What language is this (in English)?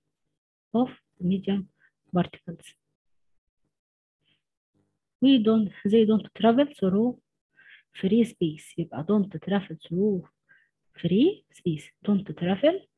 Egyptian Arabic